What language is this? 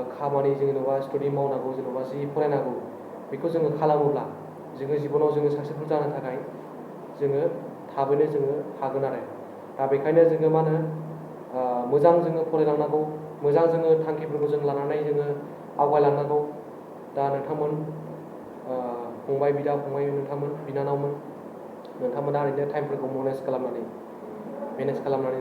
Bodo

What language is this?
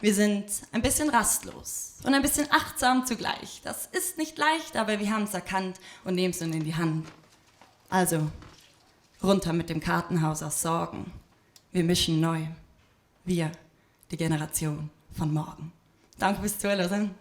Swiss German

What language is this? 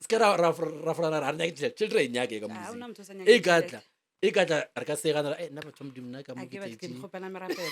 Northern Sotho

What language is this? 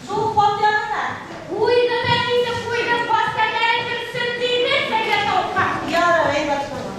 Bashkir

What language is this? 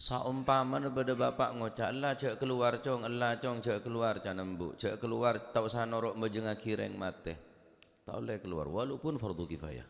Madurese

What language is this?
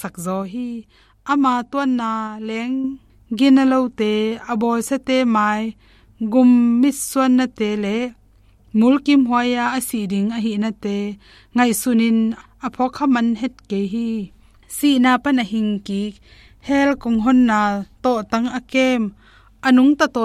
Tedim Chin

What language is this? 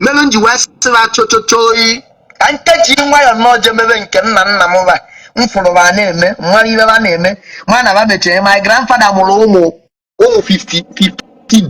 Igbo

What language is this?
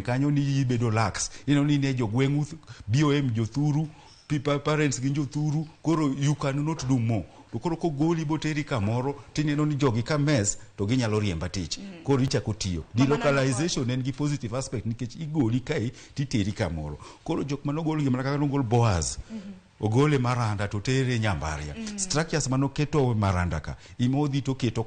Luo (Kenya and Tanzania)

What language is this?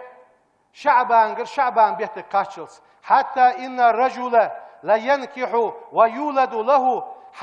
Ingush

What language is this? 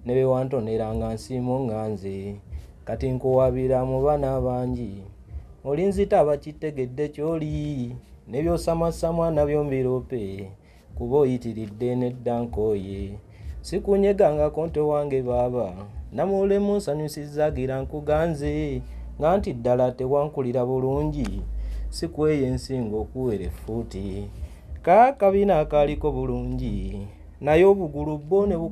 Ganda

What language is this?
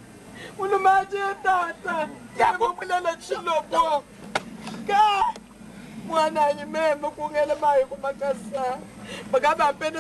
Luba-Lulua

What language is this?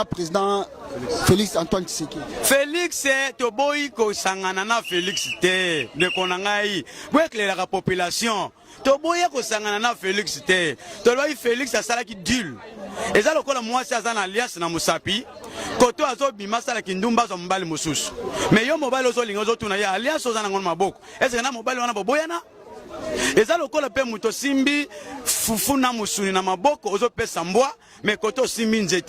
Lingala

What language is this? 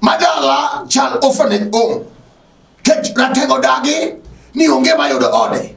Luo (Kenya and Tanzania)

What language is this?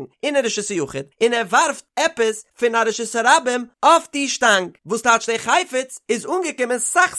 Yiddish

